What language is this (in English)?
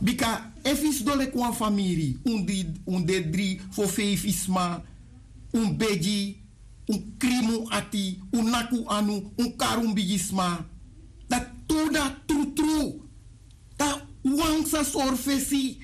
Sranan Tongo